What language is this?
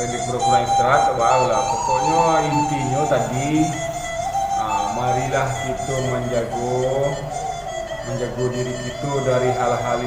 Minangkabau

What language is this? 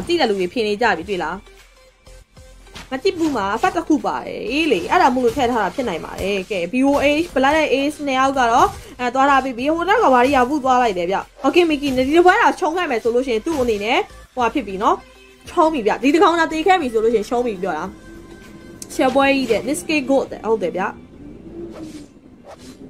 Burmese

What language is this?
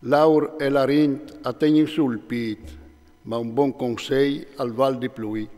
Friulian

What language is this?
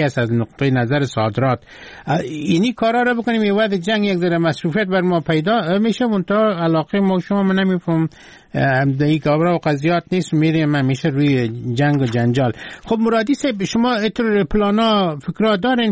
Persian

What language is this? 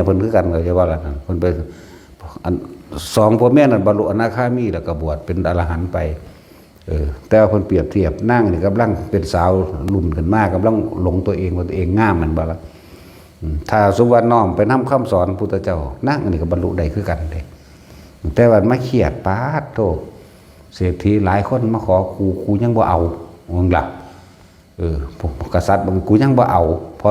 Northeastern Thai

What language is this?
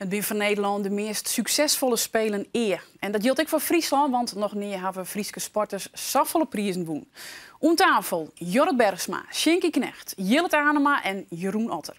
Western Frisian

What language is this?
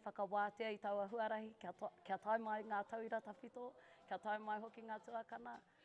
Māori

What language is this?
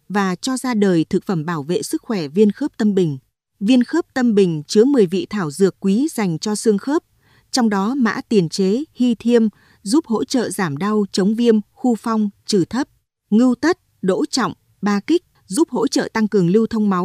Vietnamese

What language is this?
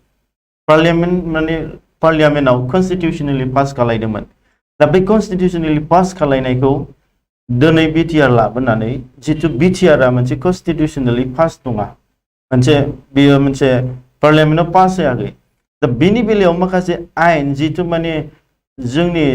Bodo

